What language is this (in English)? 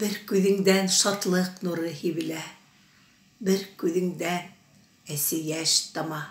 Bashkir